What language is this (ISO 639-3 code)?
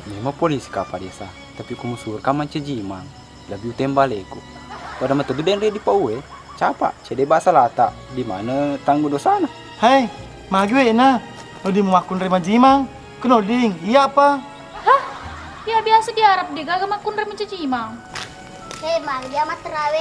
bug